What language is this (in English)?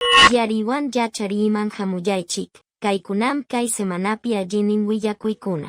Quechua